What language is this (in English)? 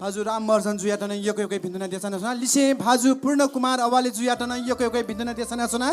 Newari